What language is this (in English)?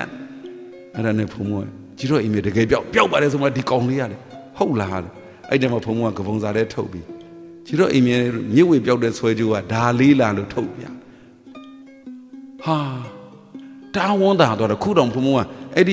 Burmese